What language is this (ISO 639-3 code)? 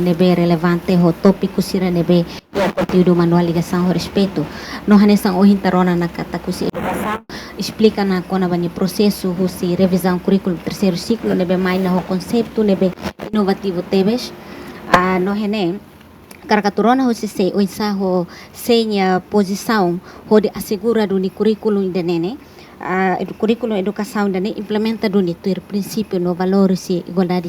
tet